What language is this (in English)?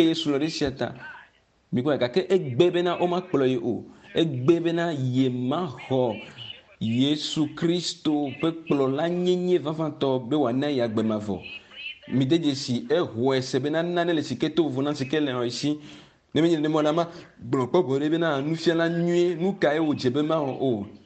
Ewe